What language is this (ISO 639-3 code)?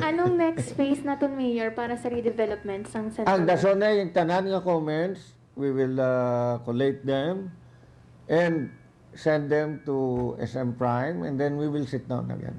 hil